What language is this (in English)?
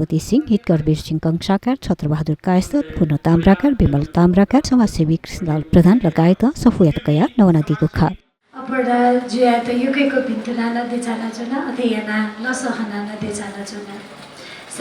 Newari